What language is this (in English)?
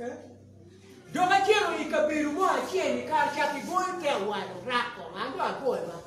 Acoli